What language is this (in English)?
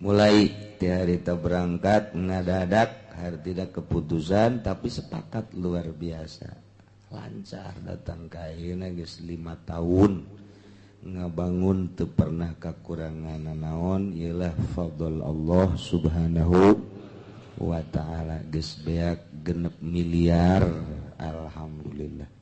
Sundanese